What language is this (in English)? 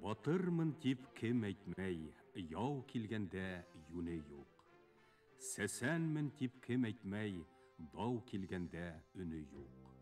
Bashkir